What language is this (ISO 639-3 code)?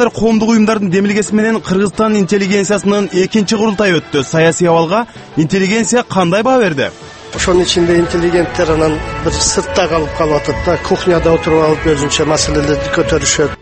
kir